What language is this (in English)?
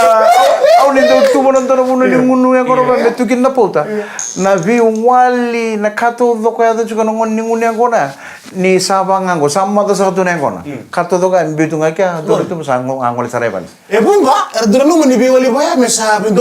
Fijian